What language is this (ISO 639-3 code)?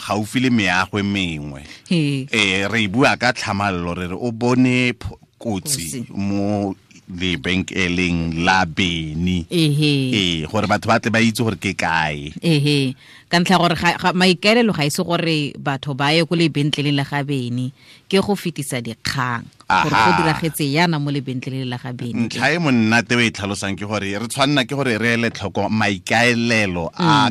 tsn